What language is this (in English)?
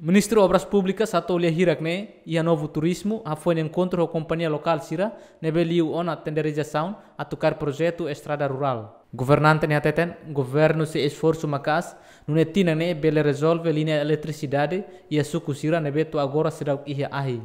Tetum